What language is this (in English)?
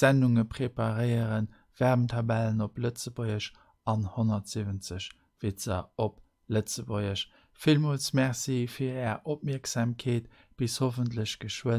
Luxembourgish